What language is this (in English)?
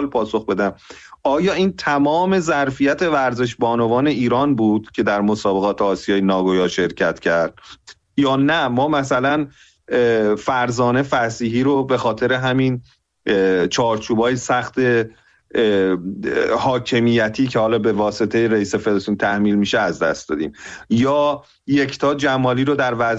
Persian